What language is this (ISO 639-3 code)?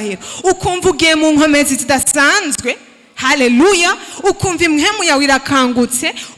run